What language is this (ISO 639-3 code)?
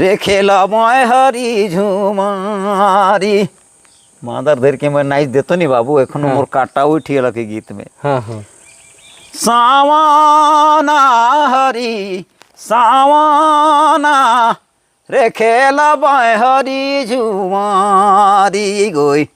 sck